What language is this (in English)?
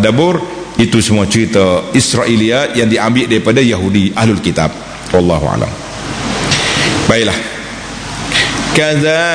Malay